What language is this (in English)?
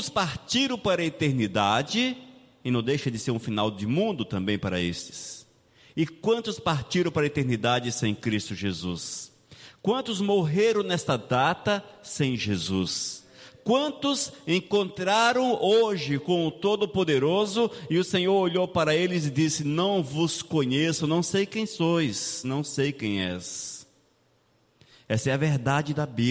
Portuguese